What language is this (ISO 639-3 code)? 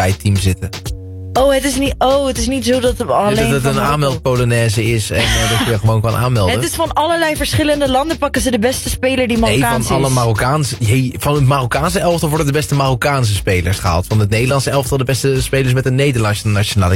nld